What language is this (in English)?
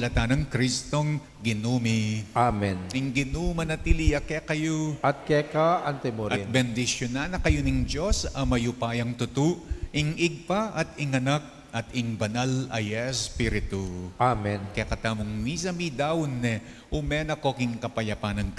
Pampanga